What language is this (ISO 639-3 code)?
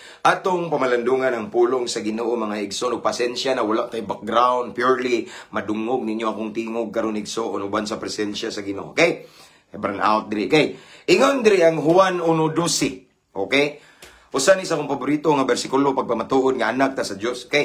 ceb